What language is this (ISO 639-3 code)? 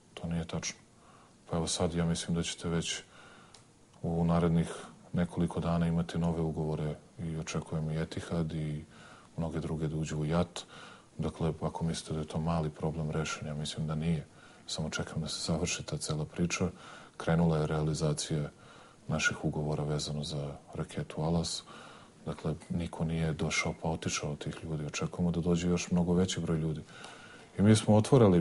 srp